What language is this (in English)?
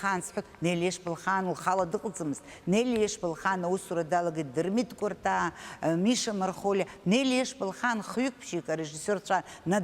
Abkhazian